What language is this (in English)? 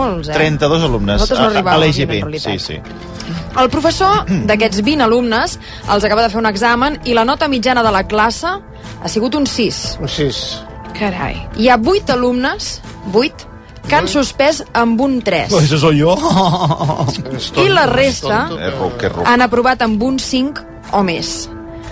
Catalan